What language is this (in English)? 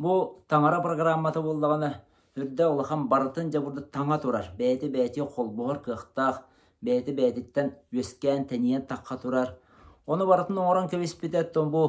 Yakut